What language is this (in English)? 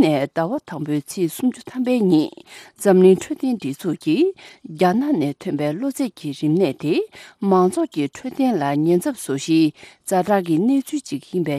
Tibetan